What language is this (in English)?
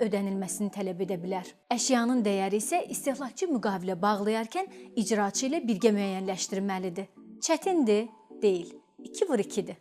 Azerbaijani